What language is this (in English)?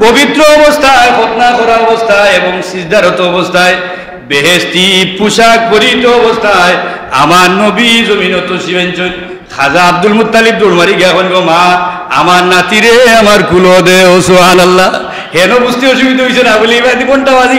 Sylheti